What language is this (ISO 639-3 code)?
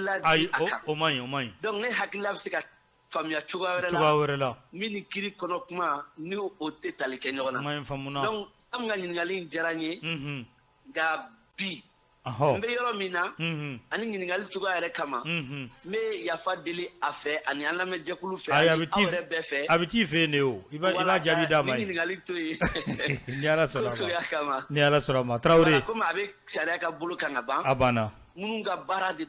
bam